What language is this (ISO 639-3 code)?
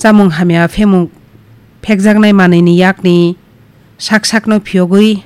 trp